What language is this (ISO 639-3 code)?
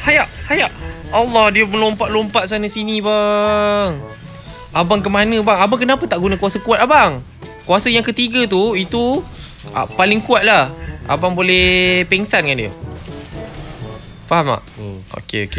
msa